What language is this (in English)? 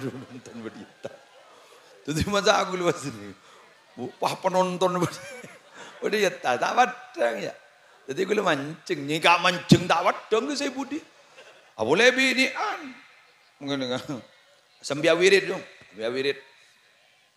Madurese